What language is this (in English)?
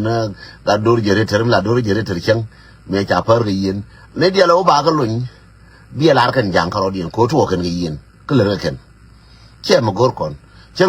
Nuer